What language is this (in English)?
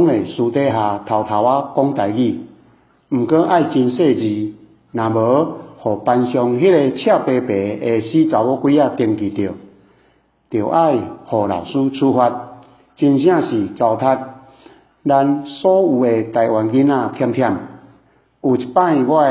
Min Nan Chinese